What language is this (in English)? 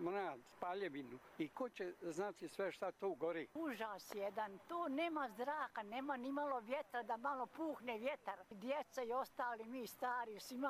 Bosnian